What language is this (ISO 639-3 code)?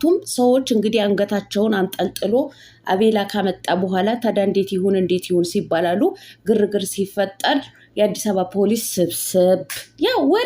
amh